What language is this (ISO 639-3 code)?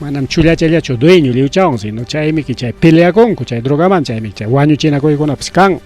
quy